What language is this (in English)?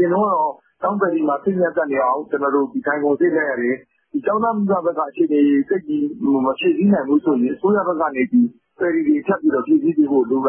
Burmese